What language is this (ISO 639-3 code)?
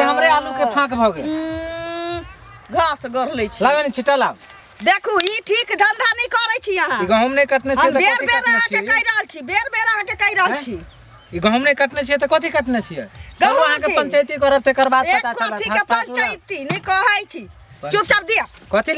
mai